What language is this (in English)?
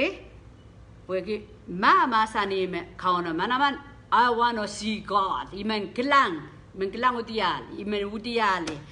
Pohnpeian